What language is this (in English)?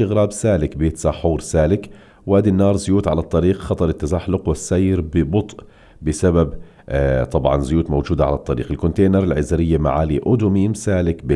North Levantine Arabic